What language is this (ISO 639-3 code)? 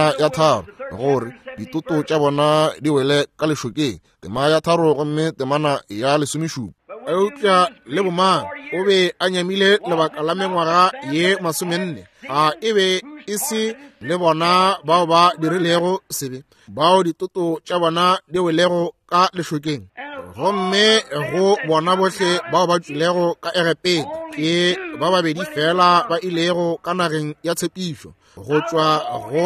nso